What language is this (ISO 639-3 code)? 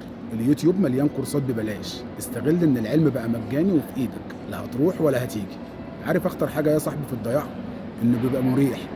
arz